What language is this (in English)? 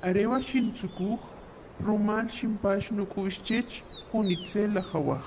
Achi